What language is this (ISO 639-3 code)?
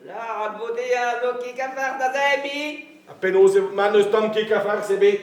bre